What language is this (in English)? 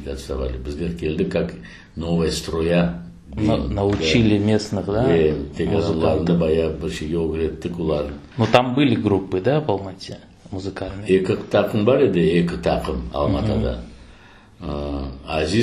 Crimean Tatar